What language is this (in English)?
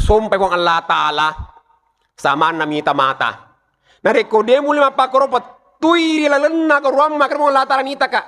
Buginese